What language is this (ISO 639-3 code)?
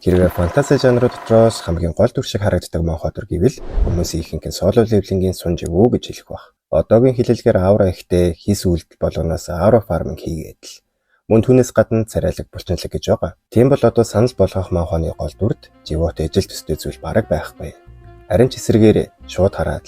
mon